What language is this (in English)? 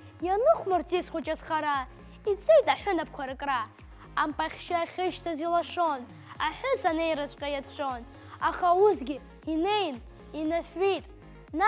Abkhazian